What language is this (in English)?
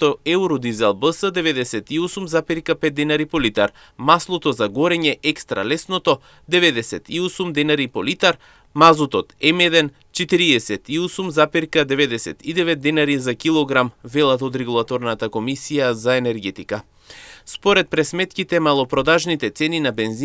Macedonian